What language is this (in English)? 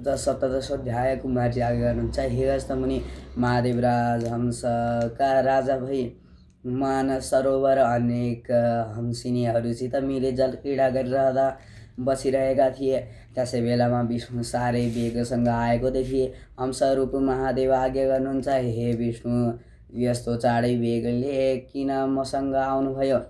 Nepali